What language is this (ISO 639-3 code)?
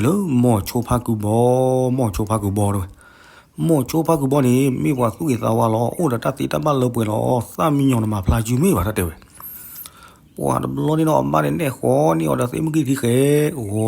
ksw